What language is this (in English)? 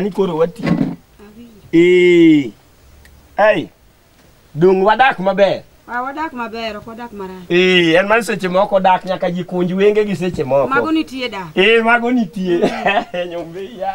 Luo (Kenya and Tanzania)